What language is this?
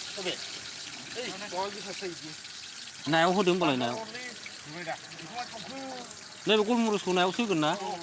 Bodo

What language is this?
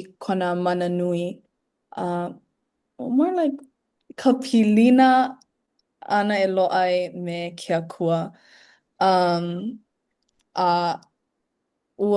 Hawaiian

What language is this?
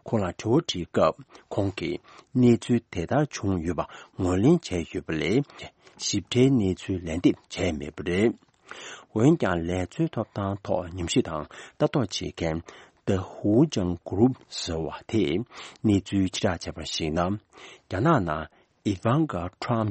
Tibetan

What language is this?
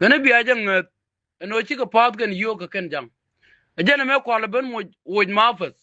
Nuer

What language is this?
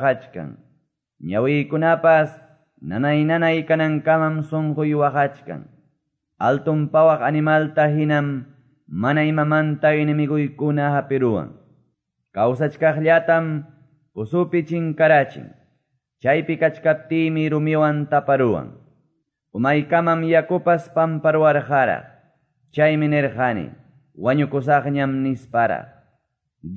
Quechua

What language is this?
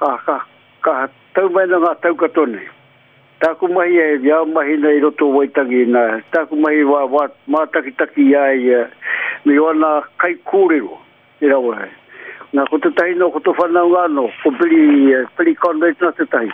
Māori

